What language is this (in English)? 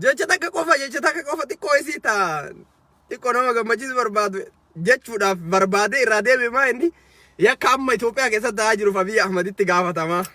Oromo